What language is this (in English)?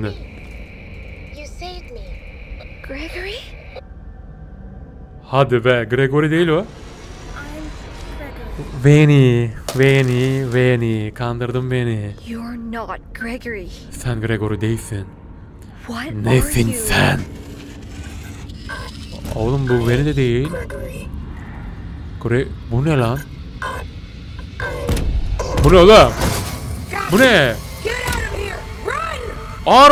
Turkish